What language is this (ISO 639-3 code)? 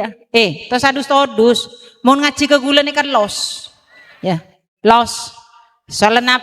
mad